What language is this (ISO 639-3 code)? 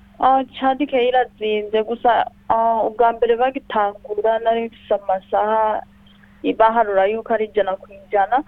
run